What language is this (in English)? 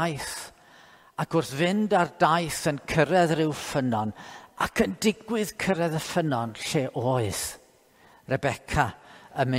Welsh